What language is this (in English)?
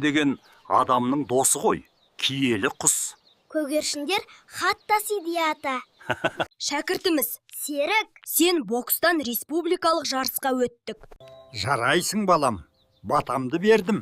Kazakh